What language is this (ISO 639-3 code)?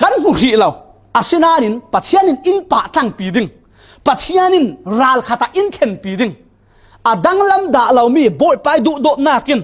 cfm